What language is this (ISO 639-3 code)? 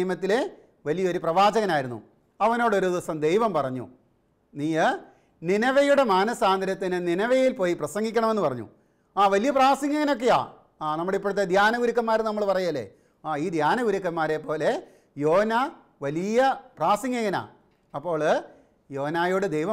mal